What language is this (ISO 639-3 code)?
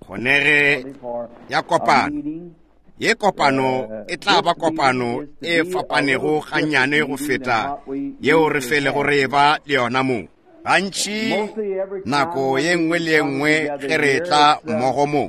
nso